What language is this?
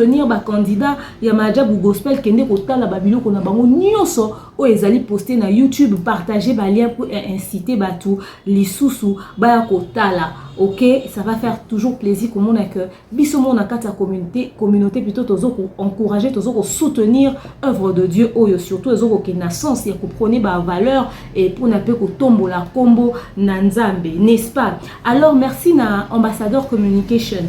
Lingala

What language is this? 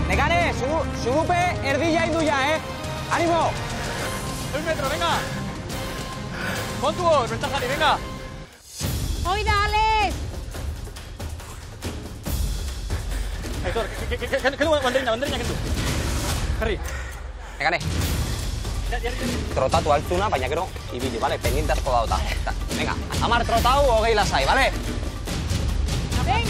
Basque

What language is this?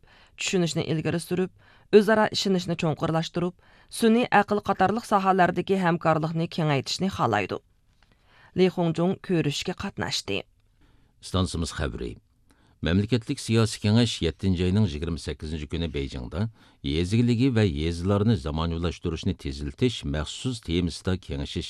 Uyghur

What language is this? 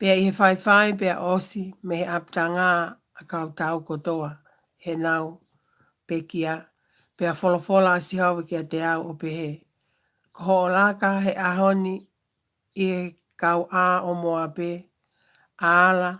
Tongan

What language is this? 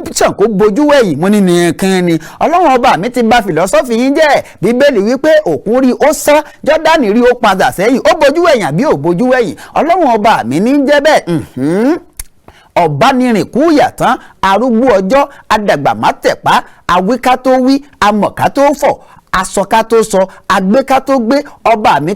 Yoruba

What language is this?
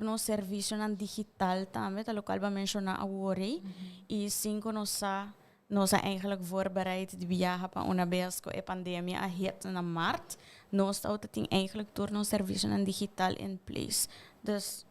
Papiamento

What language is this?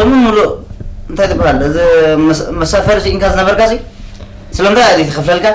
Tigrinya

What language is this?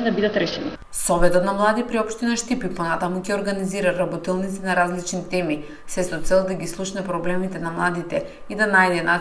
Macedonian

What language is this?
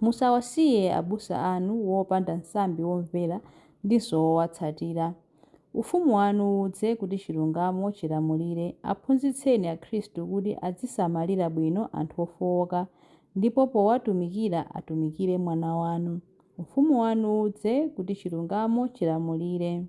Nyanja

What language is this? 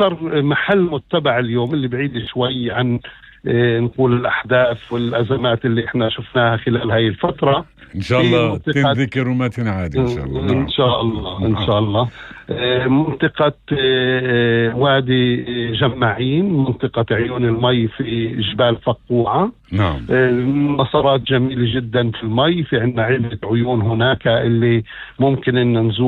North Levantine Arabic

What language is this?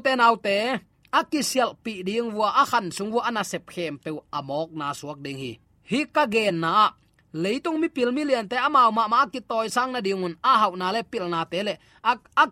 Tedim Chin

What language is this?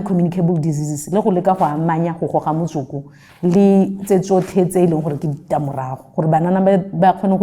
Tswana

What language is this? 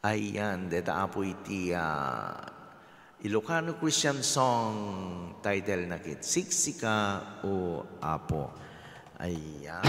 Iloko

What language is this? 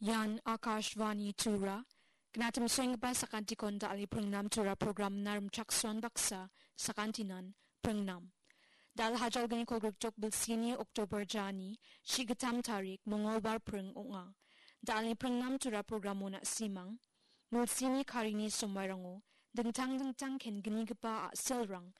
Garo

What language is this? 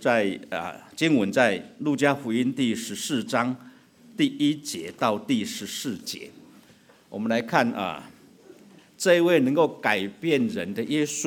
Chinese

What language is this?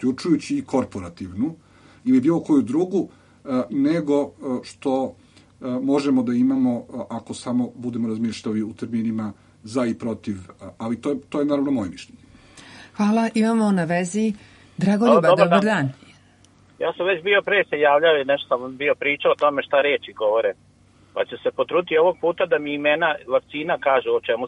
Serbian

